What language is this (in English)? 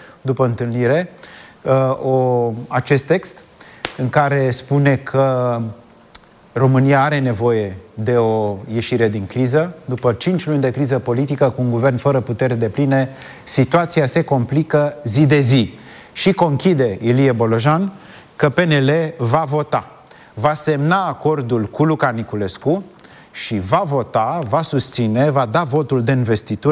Romanian